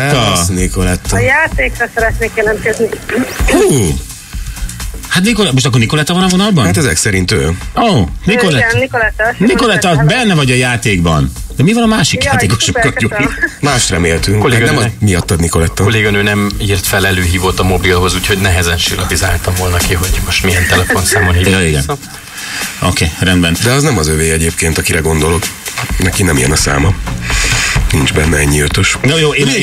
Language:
Hungarian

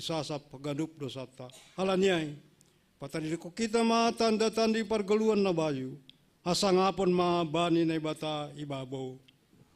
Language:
Batak Simalungun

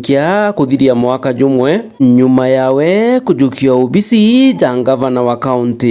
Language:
Meru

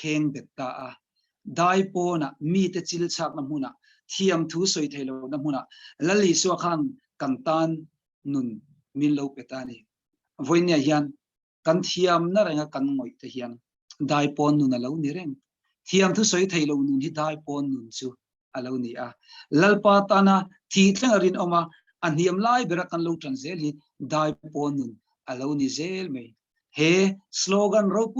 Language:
Mizo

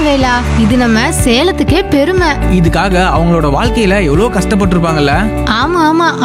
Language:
Tamil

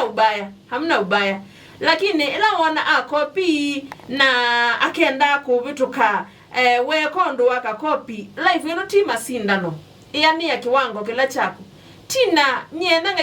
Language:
Kamba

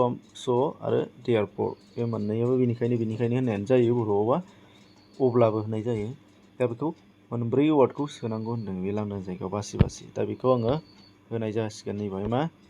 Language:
Bodo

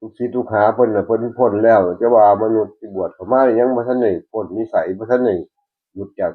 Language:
Northeastern Thai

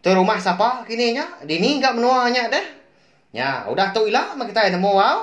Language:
Iban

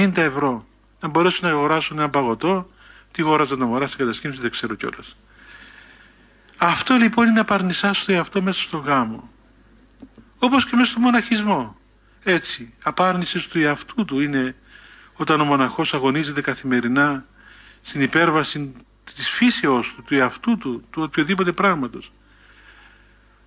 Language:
Greek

